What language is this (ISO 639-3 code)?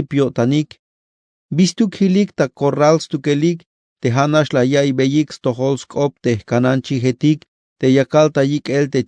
tzh